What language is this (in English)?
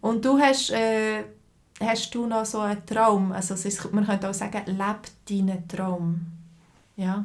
Swiss German